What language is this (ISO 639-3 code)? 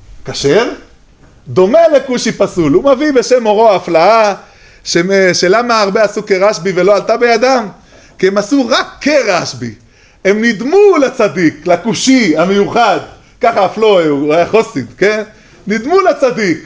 heb